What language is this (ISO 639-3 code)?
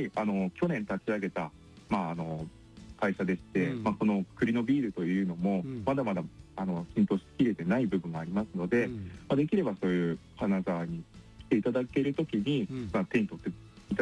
jpn